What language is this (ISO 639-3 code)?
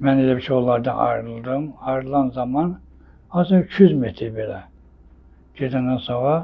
aze